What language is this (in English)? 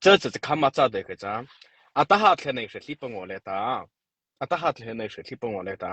Mara Chin